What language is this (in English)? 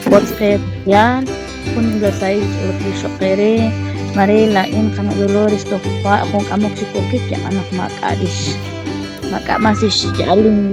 Kekchí